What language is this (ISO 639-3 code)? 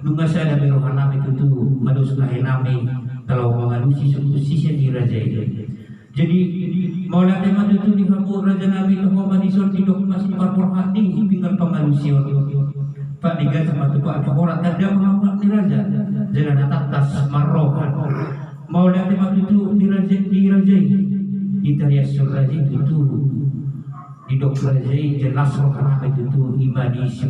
bbc